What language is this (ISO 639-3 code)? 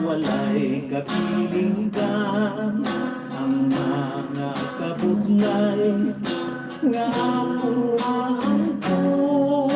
hil